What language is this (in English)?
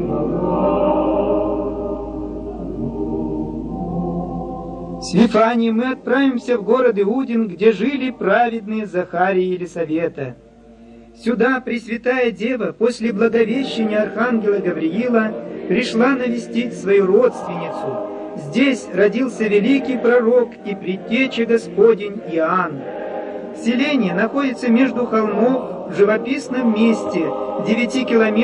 Russian